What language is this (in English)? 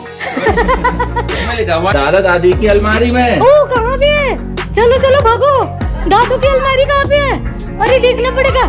Hindi